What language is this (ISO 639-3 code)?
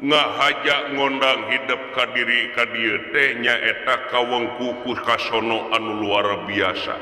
sun